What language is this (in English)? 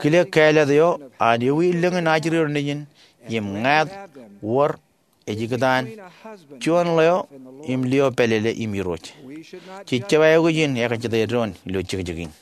Marshallese